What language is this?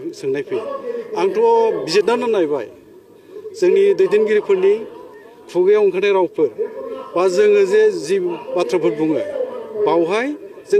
Bodo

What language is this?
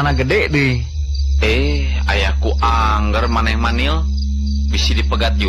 Sundanese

